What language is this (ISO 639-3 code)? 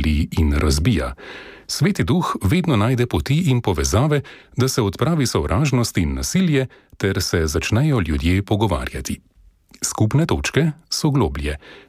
slv